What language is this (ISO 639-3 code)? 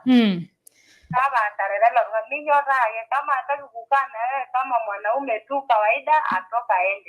mas